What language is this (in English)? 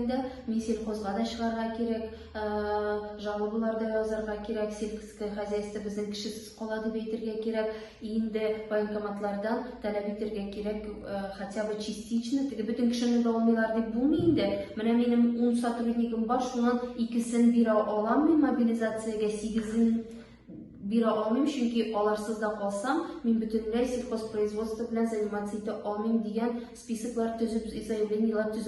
Tatar